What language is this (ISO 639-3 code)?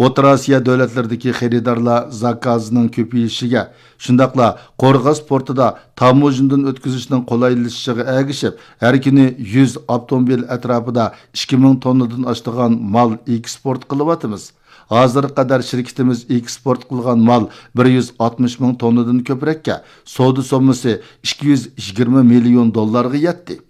uig